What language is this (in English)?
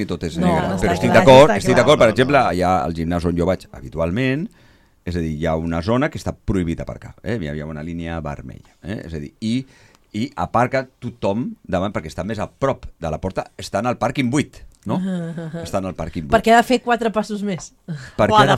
Catalan